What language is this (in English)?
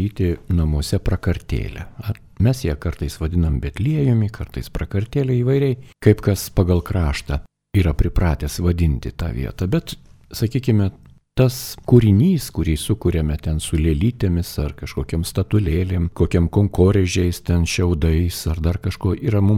Lithuanian